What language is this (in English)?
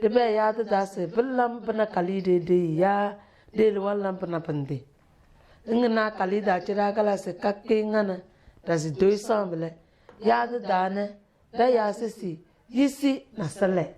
Tem